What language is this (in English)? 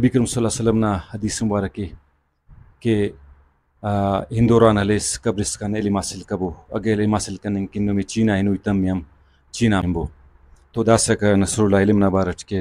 Brahui